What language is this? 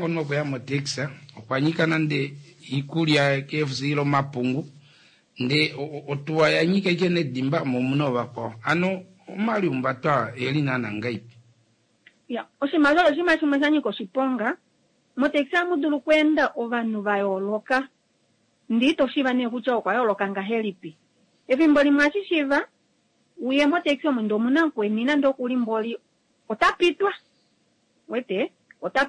Kuanyama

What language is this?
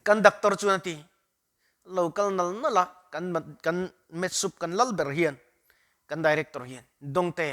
Mizo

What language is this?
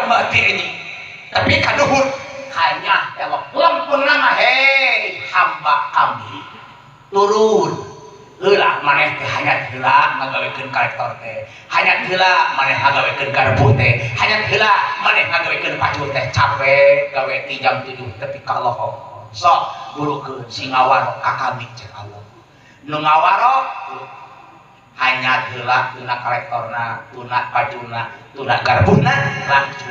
Sundanese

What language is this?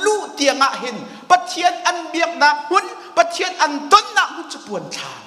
Hakha Chin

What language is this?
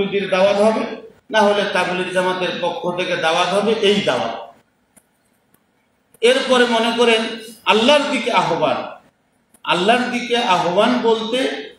Bangla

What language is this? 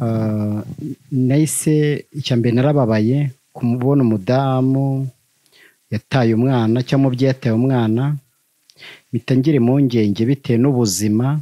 Kinyarwanda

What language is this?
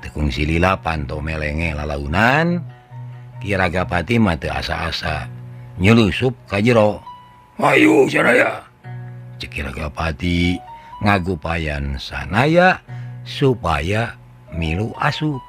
Sundanese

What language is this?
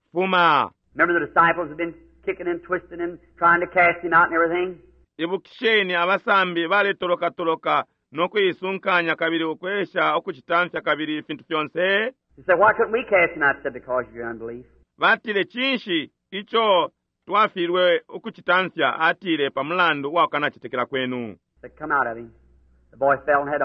Bemba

